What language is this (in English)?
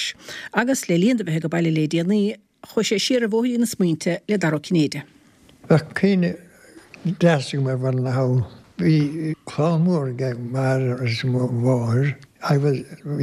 Irish